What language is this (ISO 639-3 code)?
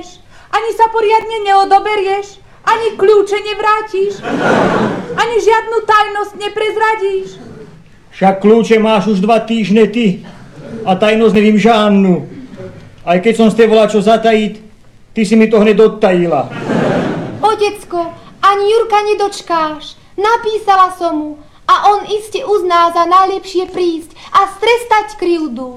slk